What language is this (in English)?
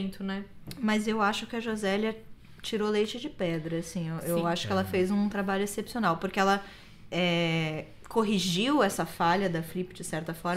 Portuguese